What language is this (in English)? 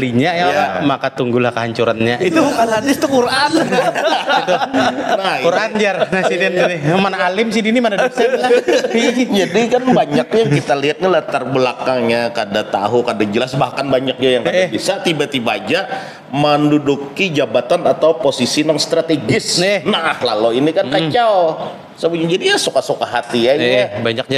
Banjar